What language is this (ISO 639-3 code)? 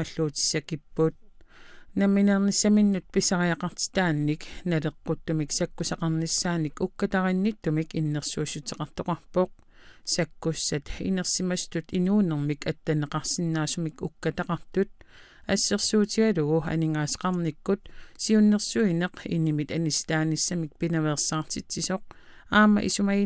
kal